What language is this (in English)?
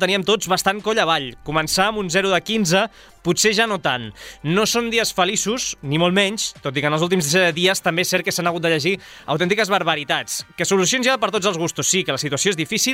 Catalan